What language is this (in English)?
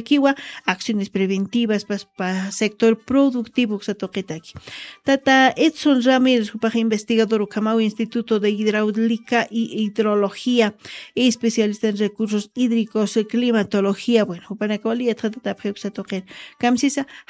Aymara